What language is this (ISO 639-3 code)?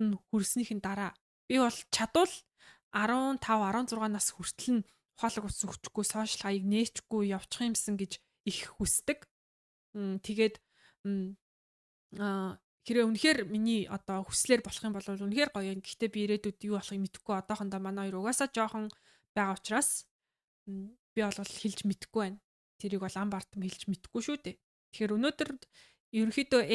mon